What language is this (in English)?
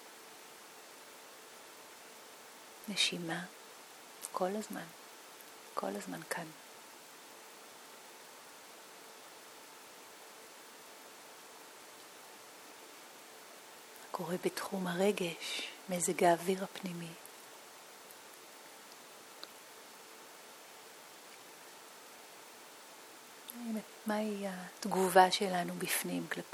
Hebrew